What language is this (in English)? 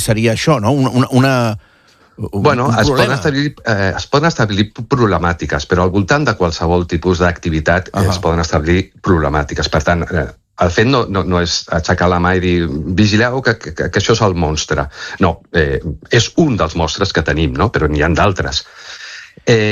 Catalan